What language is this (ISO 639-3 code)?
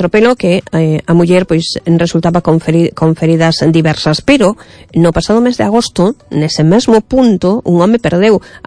glg